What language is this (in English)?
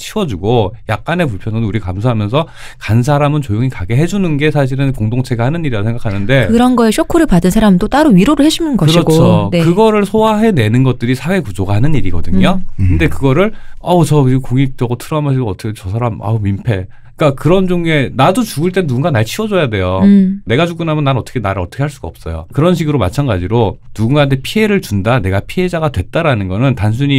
Korean